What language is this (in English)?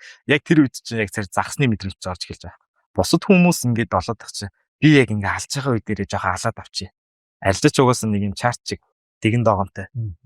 Mongolian